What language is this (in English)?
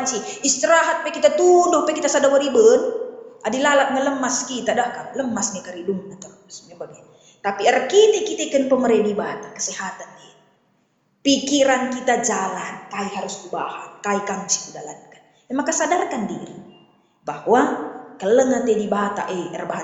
Batak Karo